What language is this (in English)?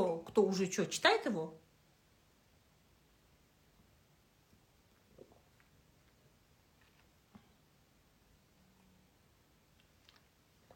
Kazakh